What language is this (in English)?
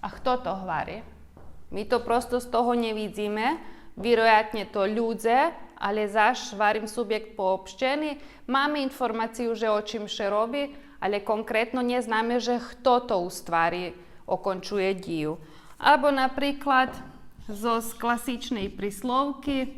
Rusyn